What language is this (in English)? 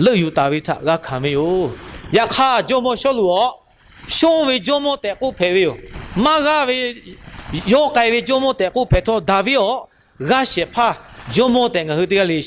Lahu